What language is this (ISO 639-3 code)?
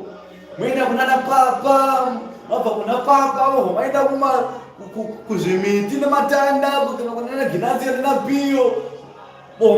sna